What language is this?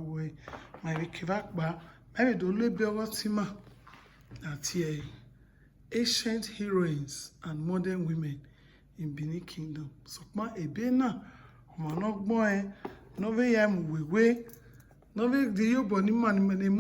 Bini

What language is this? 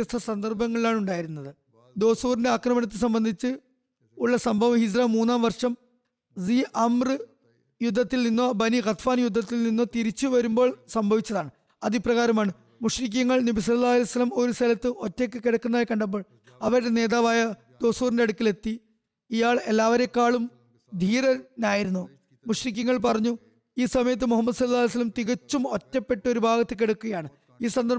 Malayalam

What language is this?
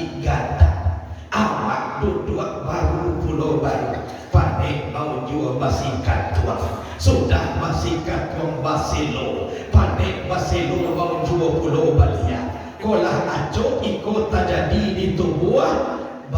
Minangkabau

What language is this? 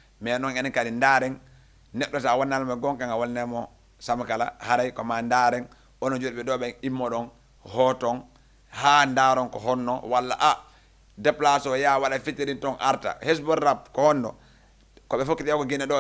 Fula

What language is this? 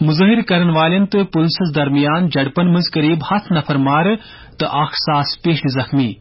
Kashmiri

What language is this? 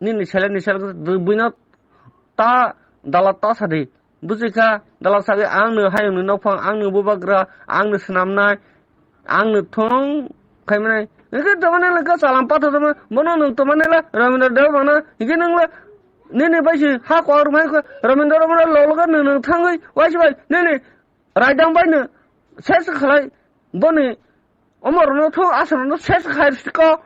Kok Borok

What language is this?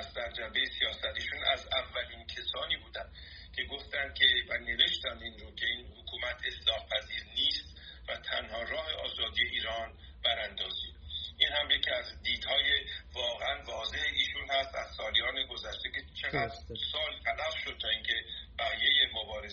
Persian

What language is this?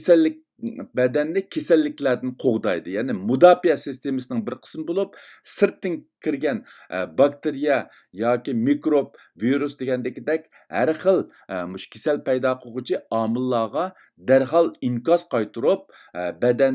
Uyghur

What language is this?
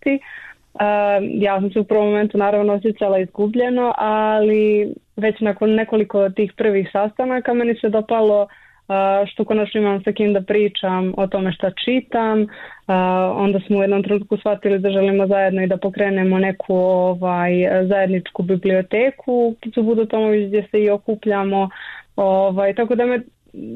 Bosnian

